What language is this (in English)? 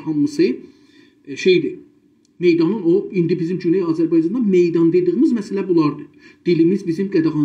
South Azerbaijani